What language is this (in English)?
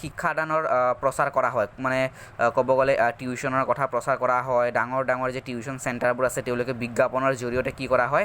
Assamese